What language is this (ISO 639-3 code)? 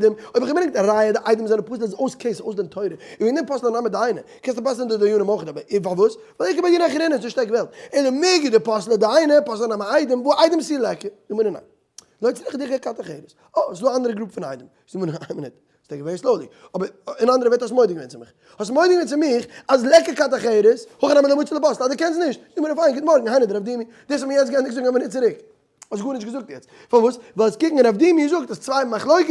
yid